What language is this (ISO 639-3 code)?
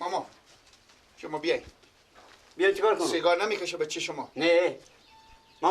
fas